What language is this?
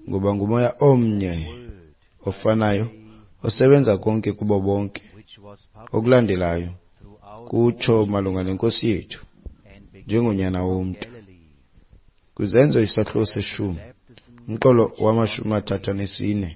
Xhosa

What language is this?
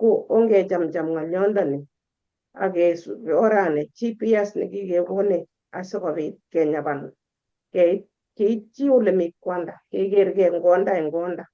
Kalenjin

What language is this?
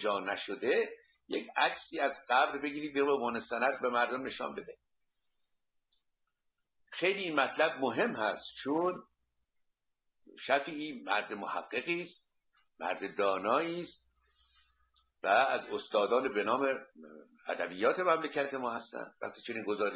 Persian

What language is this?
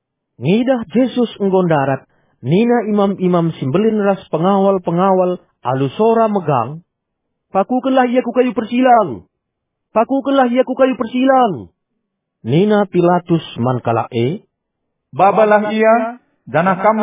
Batak Karo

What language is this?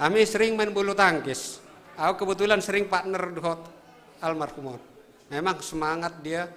Batak Simalungun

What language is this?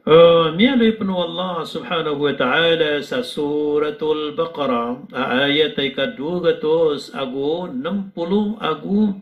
Maranao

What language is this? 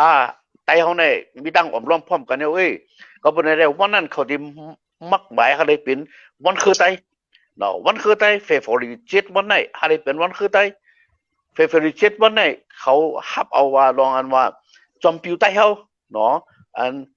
Shan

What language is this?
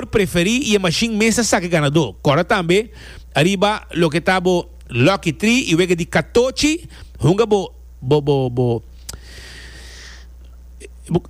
Portuguese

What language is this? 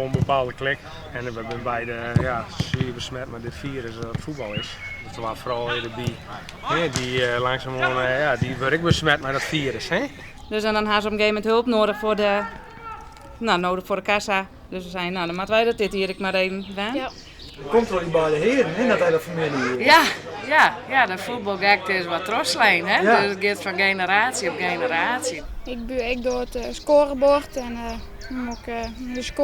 Western Frisian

